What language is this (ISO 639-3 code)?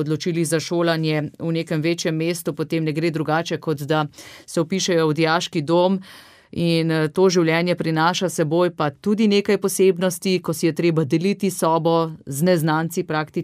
slv